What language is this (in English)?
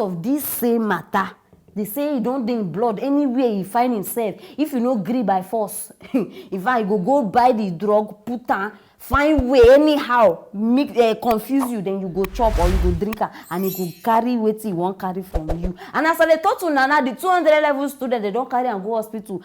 Nigerian Pidgin